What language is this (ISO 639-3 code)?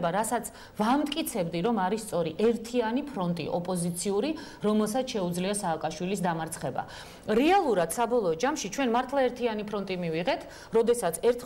kat